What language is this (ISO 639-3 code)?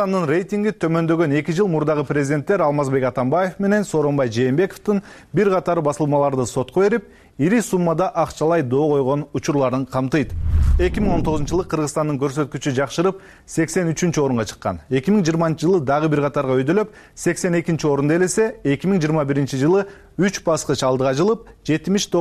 kir